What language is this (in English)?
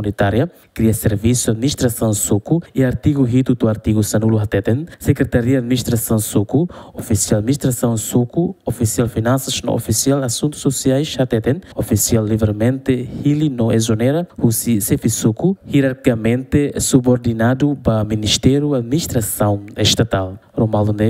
Tetum